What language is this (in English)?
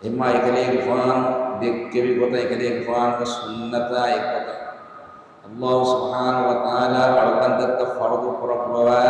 Divehi